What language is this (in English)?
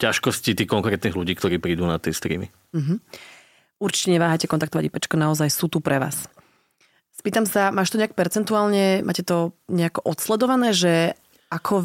Slovak